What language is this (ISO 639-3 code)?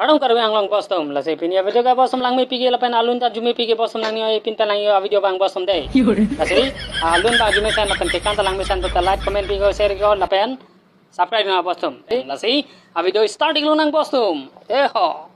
mjw